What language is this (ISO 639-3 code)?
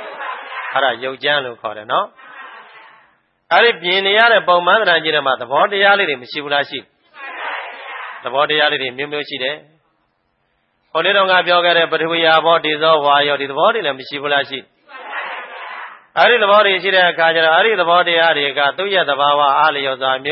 mya